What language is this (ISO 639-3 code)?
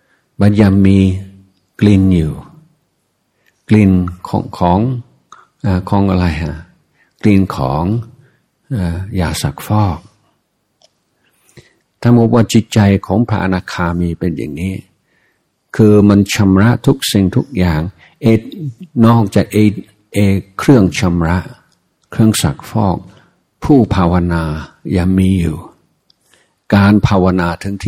tha